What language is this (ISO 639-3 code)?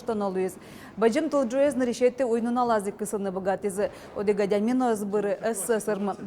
udm